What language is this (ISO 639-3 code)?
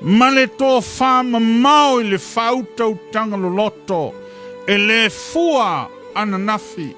smo